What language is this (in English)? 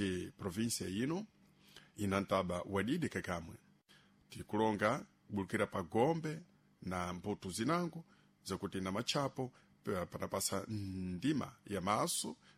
Sena